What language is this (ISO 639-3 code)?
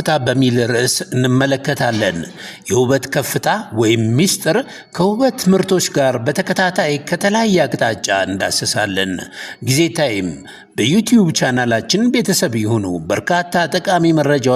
amh